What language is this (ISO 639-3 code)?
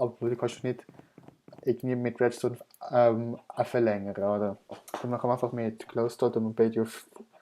gsw